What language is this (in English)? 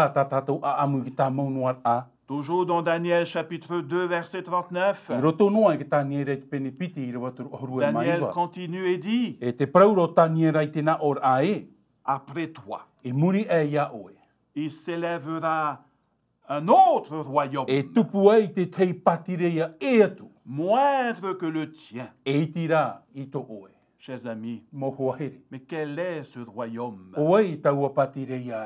Tahitian